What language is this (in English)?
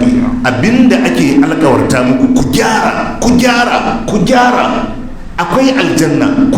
Hausa